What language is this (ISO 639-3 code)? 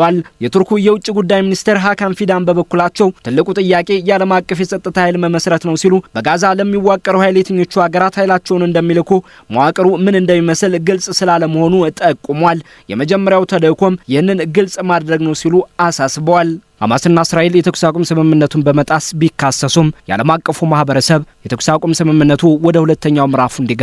amh